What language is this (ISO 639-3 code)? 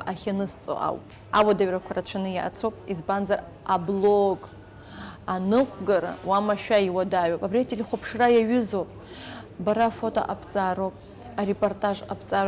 abk